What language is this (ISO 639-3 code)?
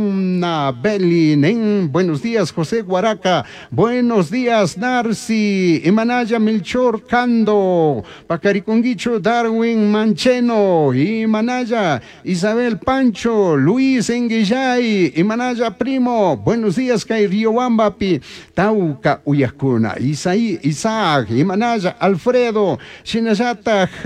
qug